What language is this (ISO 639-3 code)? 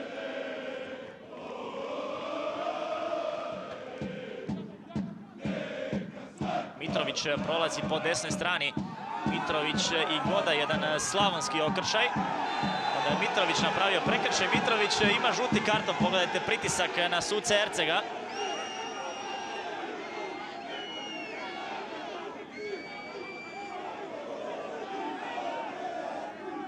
hrv